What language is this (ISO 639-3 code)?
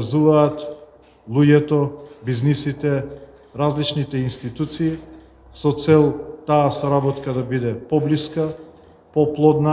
mkd